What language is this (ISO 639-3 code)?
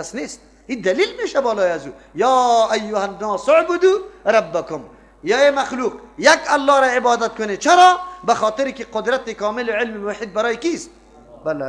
fas